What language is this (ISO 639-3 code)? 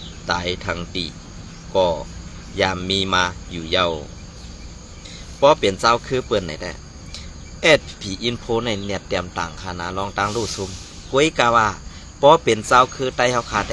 shn